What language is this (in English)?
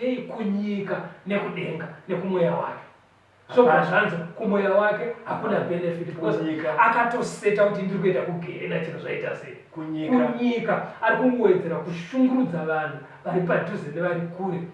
Shona